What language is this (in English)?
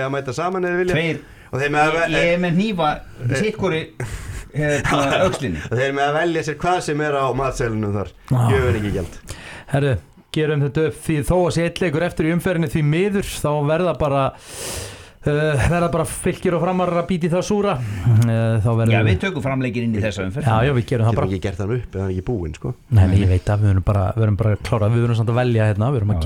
Icelandic